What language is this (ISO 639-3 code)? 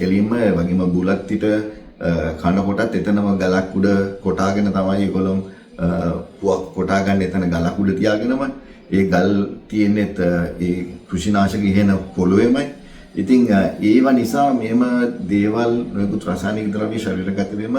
sin